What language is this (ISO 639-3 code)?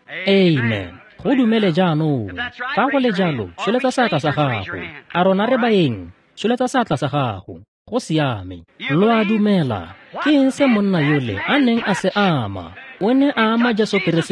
tsn